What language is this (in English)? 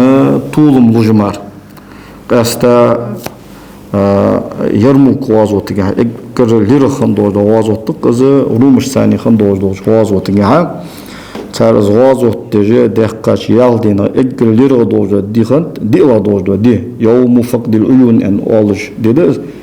Ingush